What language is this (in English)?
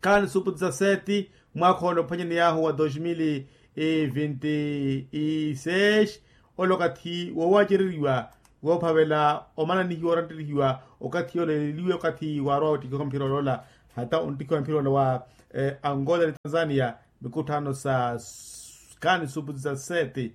Makhuwa